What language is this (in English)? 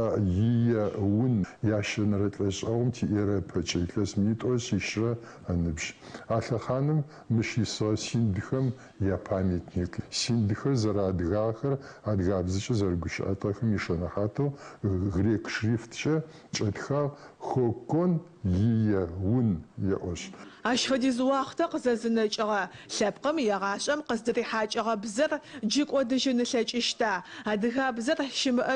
Adyghe